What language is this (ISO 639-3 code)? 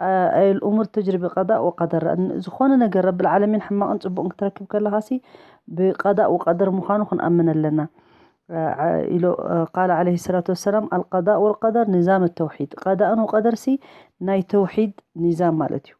tir